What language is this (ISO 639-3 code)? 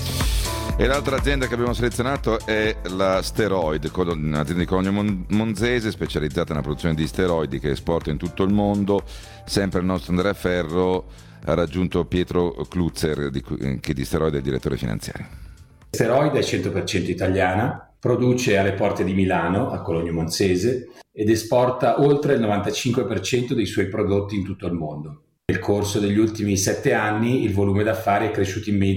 ita